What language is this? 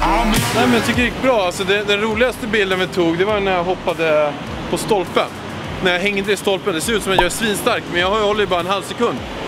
Swedish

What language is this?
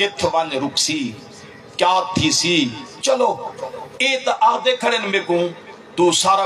Saraiki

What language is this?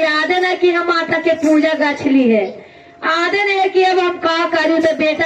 Magahi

